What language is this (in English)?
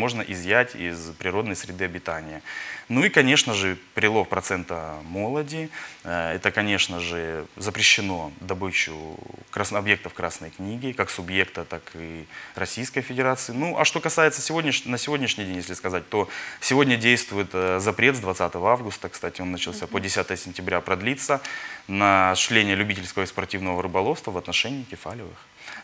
Russian